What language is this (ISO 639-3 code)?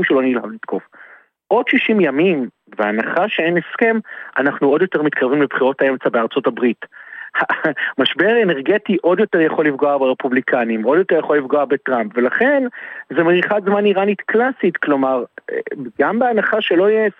heb